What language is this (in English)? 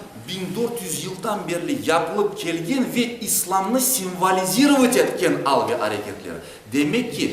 Crimean Tatar